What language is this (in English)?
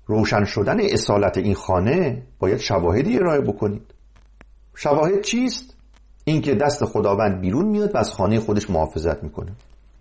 Persian